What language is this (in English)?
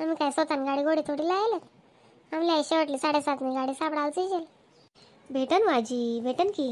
Khandesi